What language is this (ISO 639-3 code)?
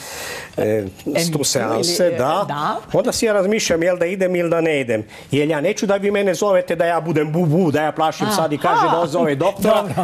hrv